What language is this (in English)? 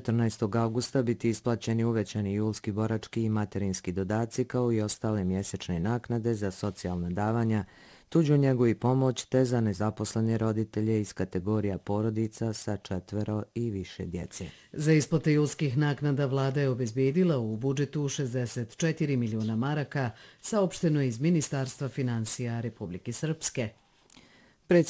Bosnian